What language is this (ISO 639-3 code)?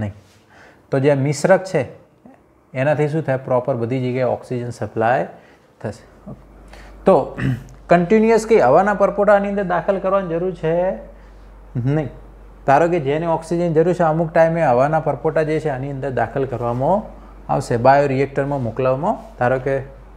guj